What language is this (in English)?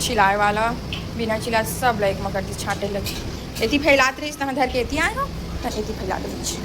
Chhattisgarhi